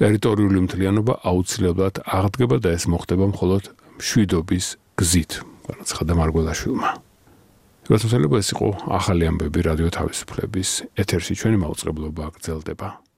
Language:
Georgian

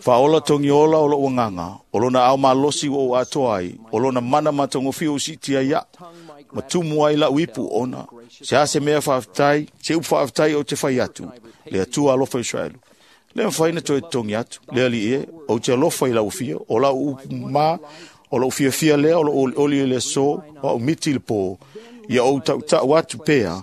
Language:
Samoan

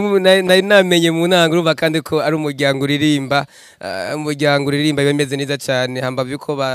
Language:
Rundi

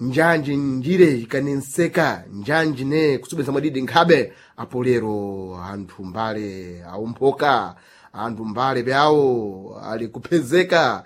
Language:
Sena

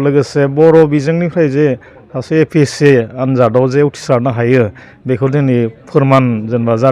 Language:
Bodo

